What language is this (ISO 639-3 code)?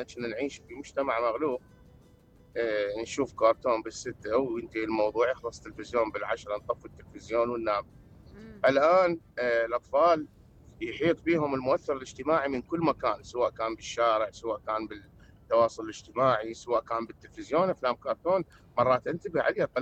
acm